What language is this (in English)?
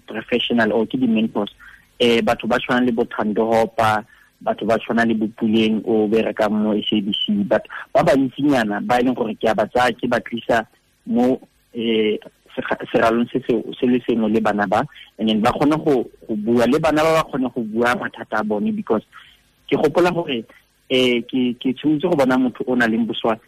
Tswana